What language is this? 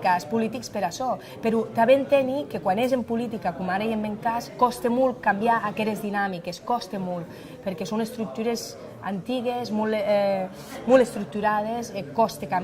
Occitan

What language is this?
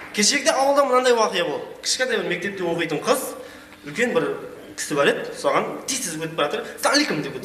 Kara-Kalpak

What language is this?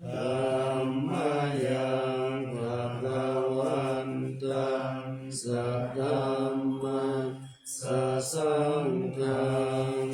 Pali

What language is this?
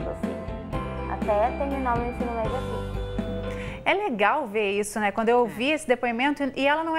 Portuguese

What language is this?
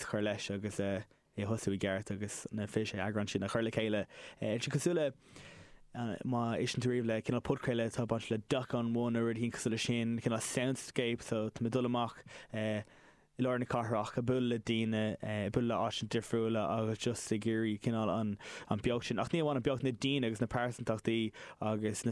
Irish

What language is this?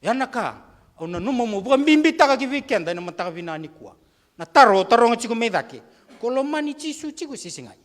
Fijian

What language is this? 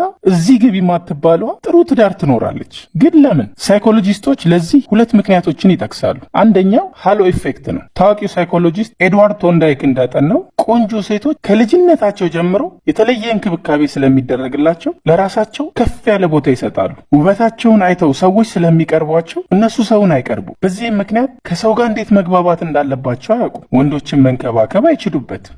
Amharic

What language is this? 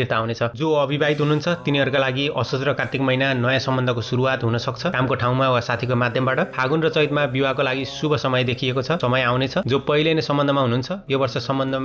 Nepali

